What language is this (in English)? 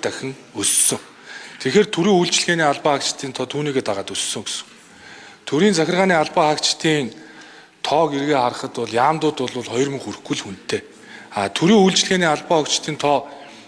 Mongolian